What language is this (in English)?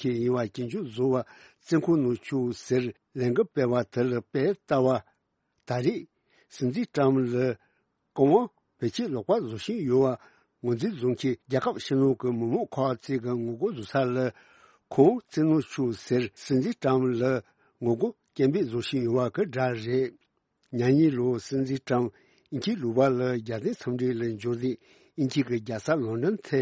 Tibetan